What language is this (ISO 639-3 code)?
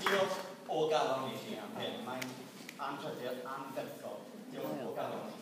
cym